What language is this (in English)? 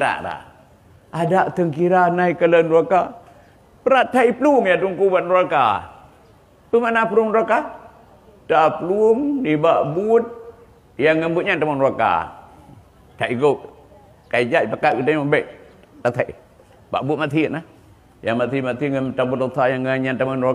Achinese